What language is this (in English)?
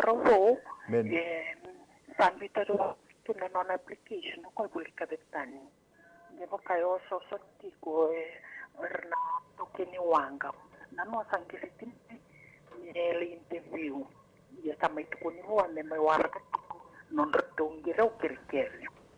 Fijian